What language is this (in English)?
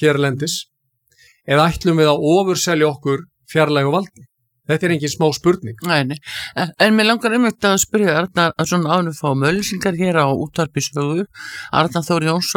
Icelandic